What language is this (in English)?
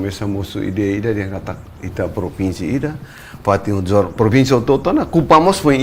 Tetum